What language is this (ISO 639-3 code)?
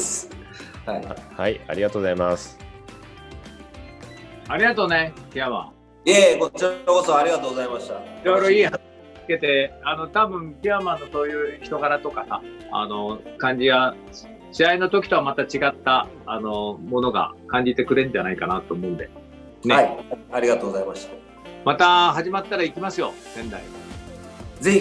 jpn